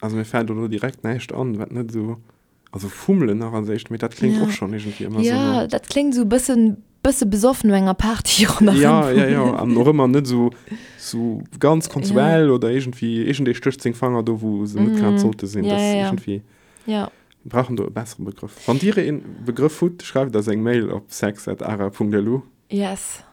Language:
Luxembourgish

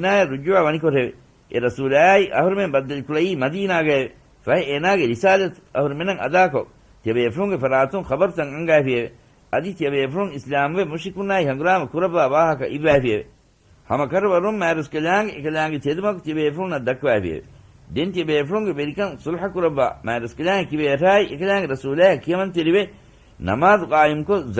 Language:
Divehi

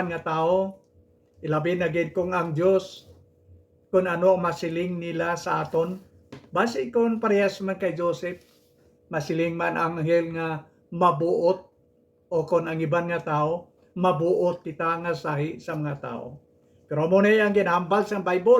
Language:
Hiligaynon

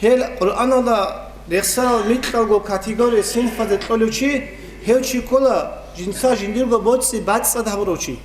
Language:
Avaric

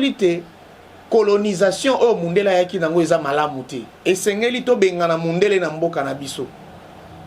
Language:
Lingala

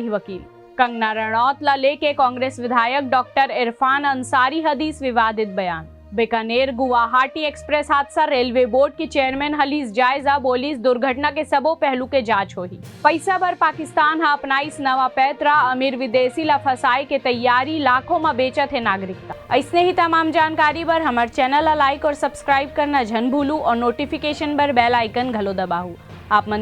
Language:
Chhattisgarhi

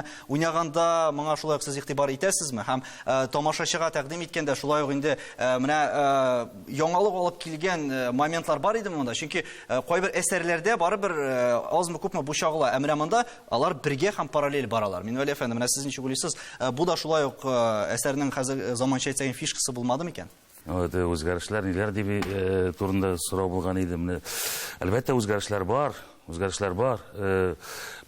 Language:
Tatar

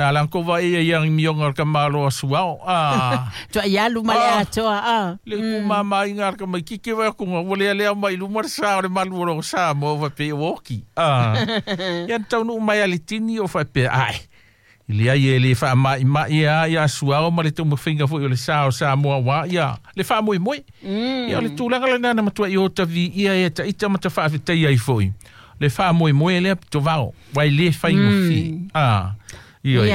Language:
Samoan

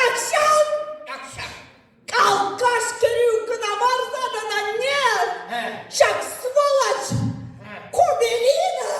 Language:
Chuvash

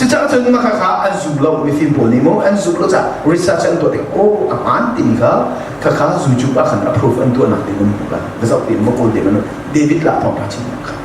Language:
Hakha Chin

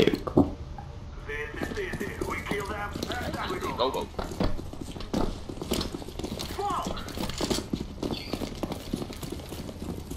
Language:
Polish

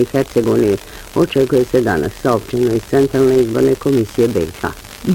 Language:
Bosnian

